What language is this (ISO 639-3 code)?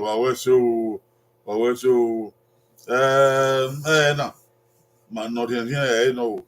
bin